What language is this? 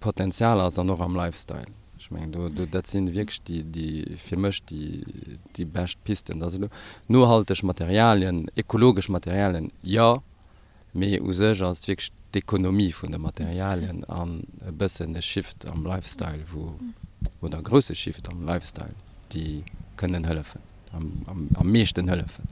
Luxembourgish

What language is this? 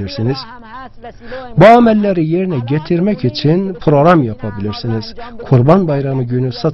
Turkish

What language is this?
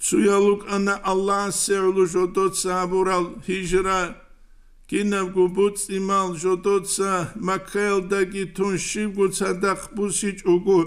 Avaric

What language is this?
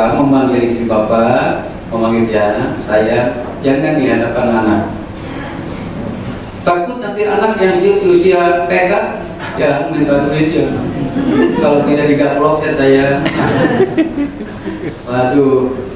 Indonesian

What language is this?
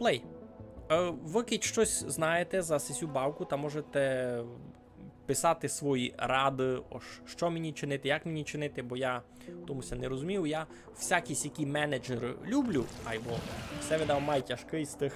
Rusyn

